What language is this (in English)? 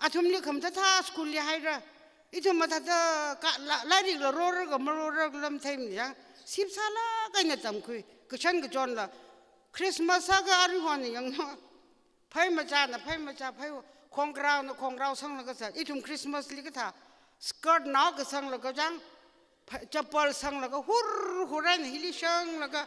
Tangkhul Naga (India)